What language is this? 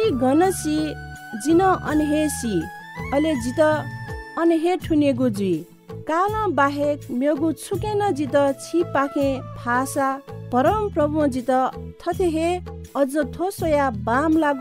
Newari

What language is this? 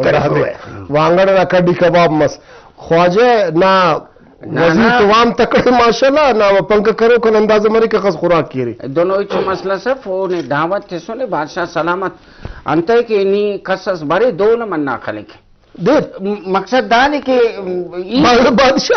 Brahui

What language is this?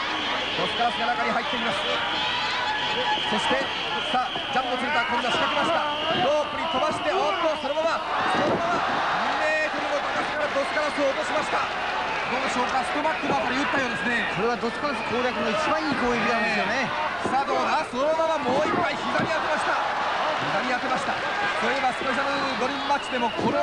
Japanese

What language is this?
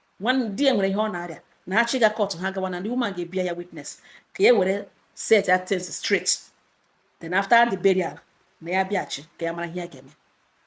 Igbo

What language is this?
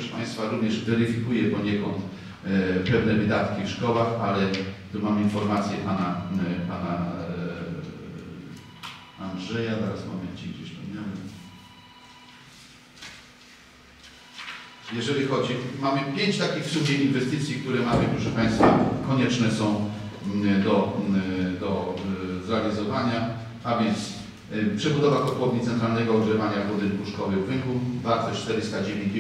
Polish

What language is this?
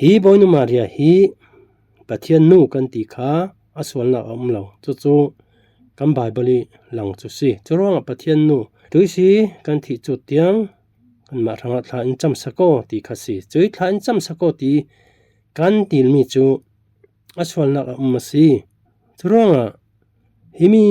Falam Chin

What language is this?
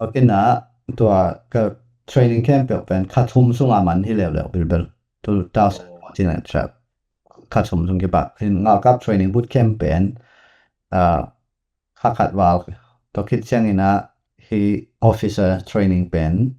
Tedim Chin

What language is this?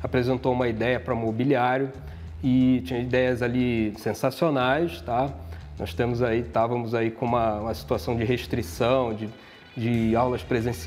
Portuguese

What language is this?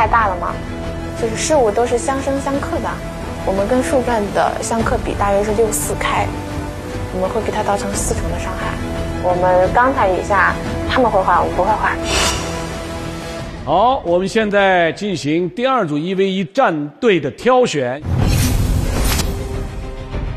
Chinese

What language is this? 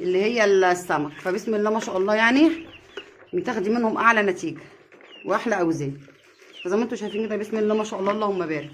Egyptian Arabic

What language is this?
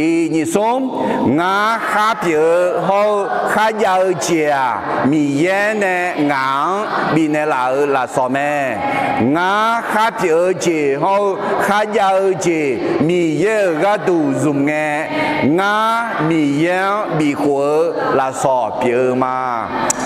Akha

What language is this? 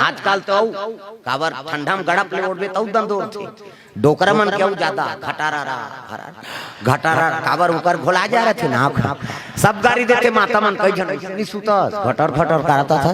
Chhattisgarhi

